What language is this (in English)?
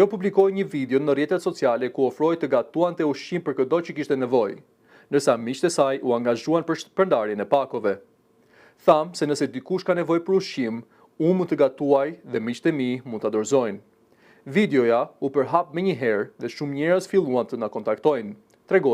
Albanian